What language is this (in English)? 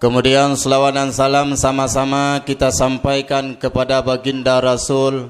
Achinese